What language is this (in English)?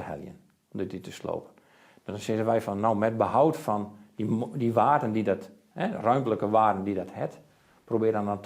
Western Frisian